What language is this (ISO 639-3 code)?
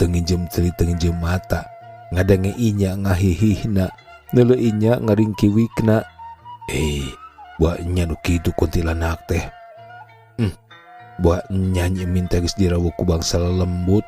sun